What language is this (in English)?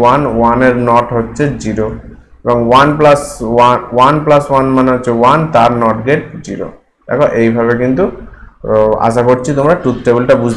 Bangla